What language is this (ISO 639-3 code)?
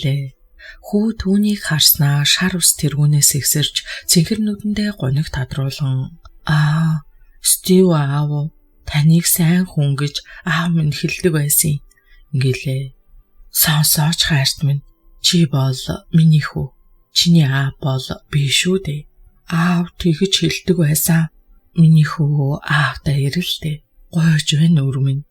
mon